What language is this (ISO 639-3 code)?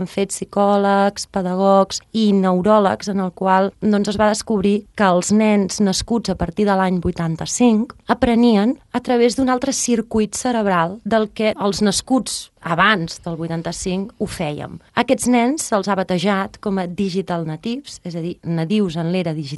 cat